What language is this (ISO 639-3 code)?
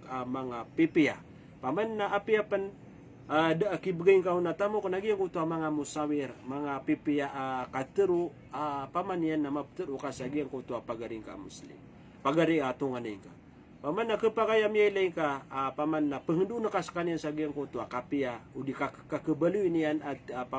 mrw